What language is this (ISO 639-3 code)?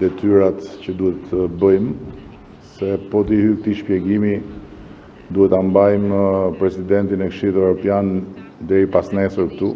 sqi